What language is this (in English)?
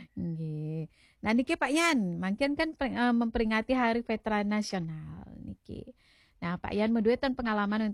Balinese